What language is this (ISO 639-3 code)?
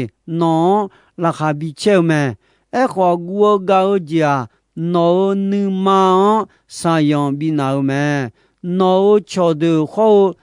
ahk